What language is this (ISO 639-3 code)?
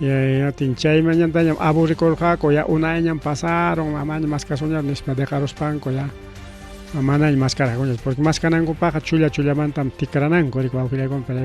quy